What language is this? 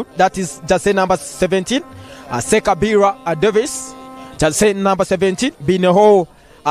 Nyankole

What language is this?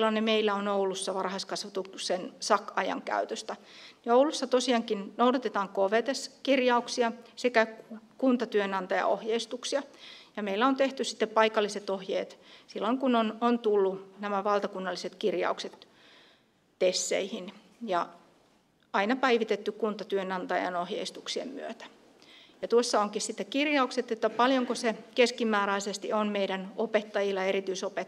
Finnish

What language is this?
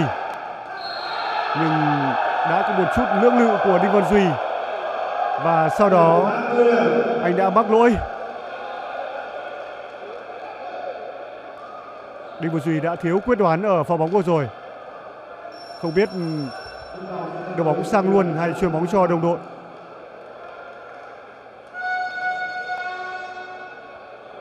Vietnamese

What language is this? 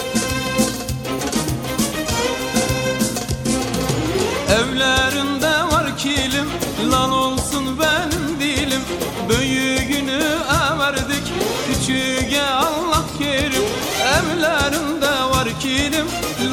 Turkish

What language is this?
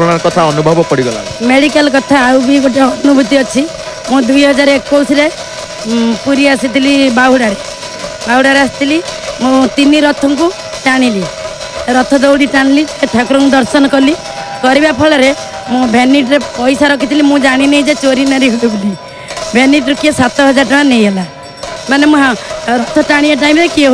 Odia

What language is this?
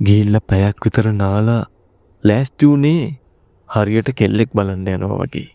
Sinhala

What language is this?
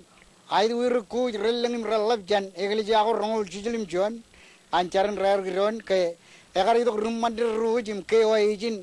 Marshallese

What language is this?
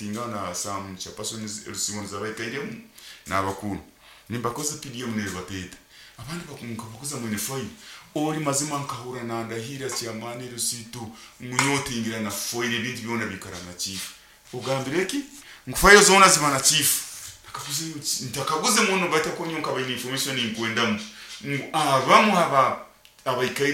Nyoro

